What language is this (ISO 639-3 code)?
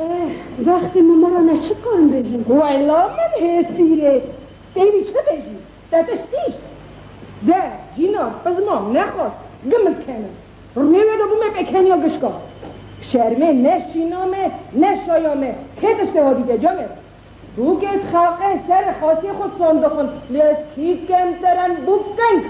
kur